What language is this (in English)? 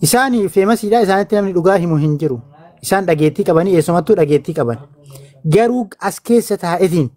Oromo